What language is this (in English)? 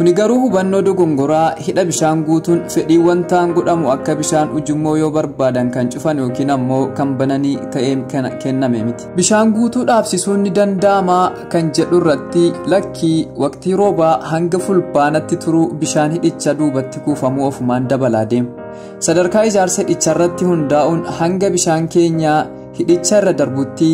Oromo